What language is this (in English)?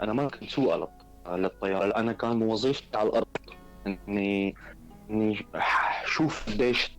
North Levantine Arabic